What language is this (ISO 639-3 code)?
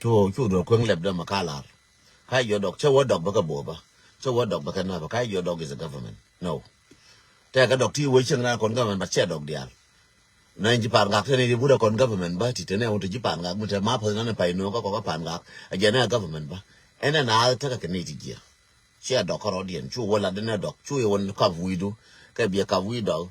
nus